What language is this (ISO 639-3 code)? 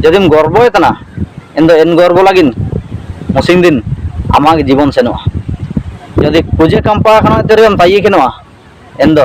hoc